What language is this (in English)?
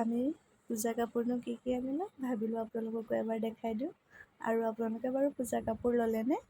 Assamese